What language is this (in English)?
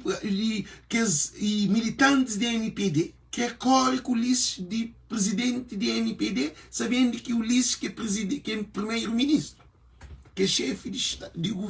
Kabuverdianu